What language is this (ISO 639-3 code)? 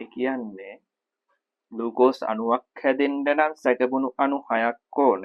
sin